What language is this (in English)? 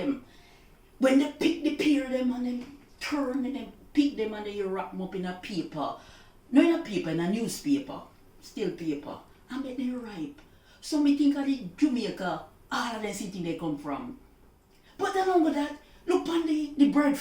Jamaican Creole English